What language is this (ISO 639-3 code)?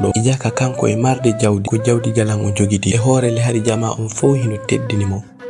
ful